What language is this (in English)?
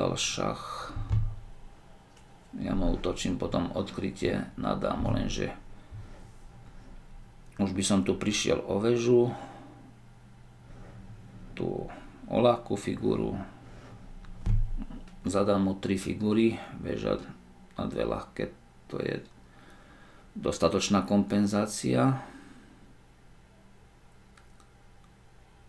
Slovak